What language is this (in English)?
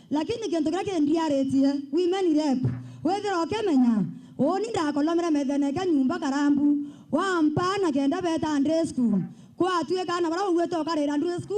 Meru